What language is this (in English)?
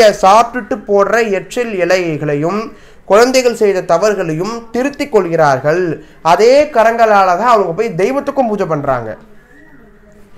Tamil